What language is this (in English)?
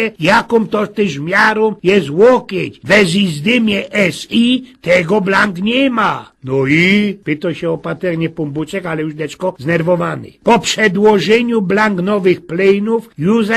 Silesian